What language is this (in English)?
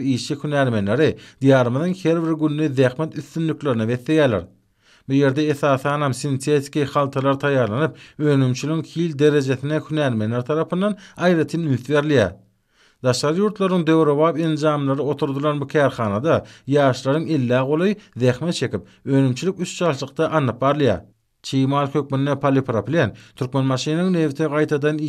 Turkmen